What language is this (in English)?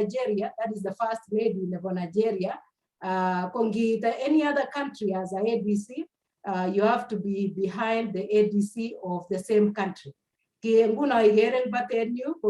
Kalenjin